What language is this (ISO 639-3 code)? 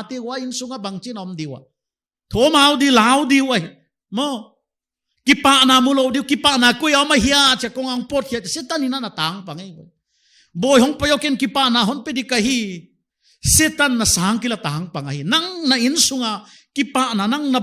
pck